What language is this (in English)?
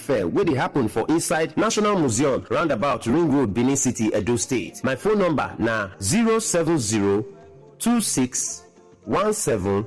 Nigerian Pidgin